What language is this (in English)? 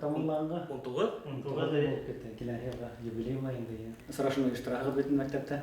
Bashkir